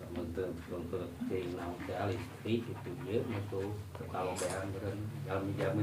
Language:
Sundanese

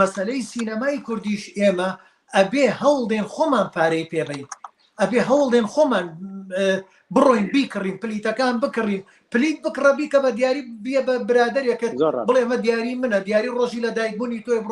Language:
Central Kurdish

